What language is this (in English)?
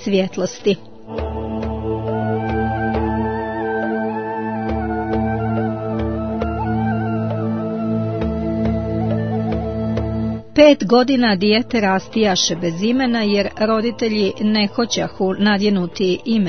Croatian